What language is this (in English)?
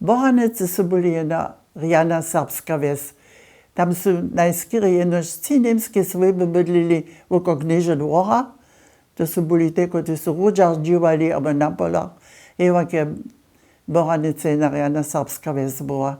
Upper Sorbian